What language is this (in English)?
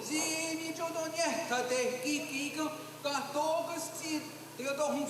Mohawk